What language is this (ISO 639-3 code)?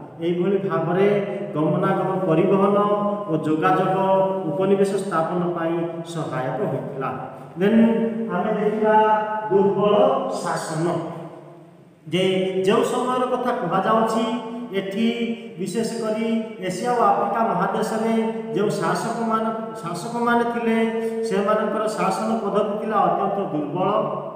ori